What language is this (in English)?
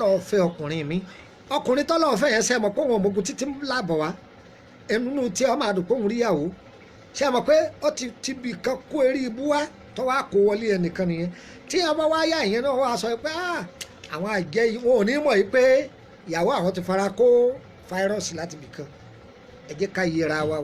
Yoruba